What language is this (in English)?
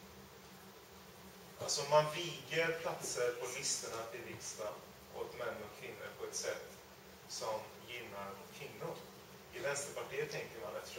Swedish